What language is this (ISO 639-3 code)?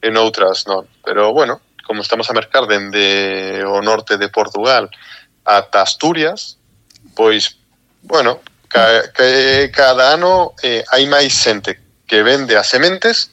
glg